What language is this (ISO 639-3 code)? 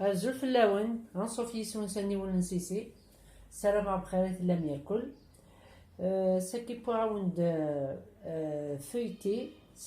kab